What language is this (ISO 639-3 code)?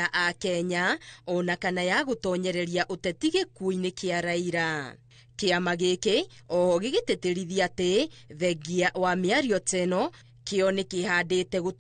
kik